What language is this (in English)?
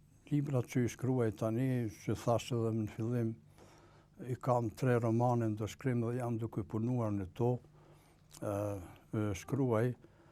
Albanian